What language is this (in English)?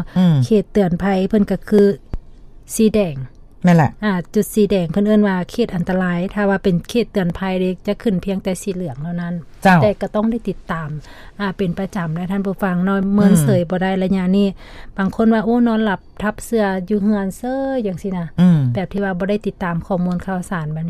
Lao